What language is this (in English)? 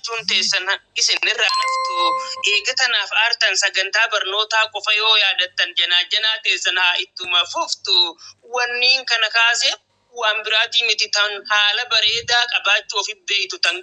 Oromo